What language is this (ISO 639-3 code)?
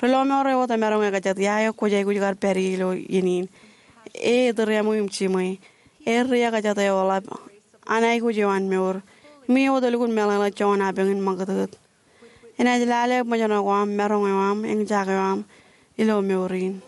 mah